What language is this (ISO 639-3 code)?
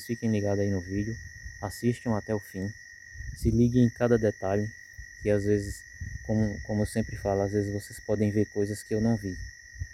por